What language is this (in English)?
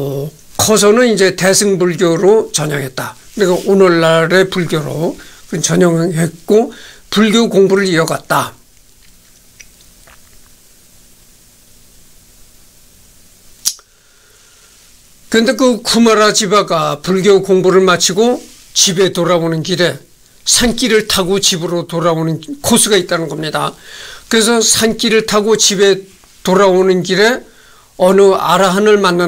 Korean